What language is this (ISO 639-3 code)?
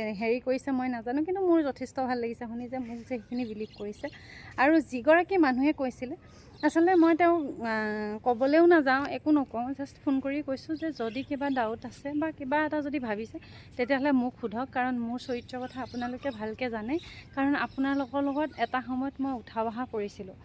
asm